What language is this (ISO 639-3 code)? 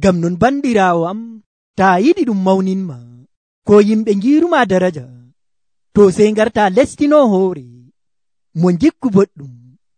fuv